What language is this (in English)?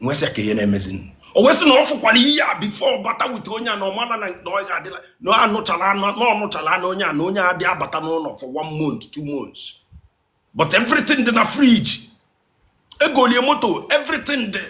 Igbo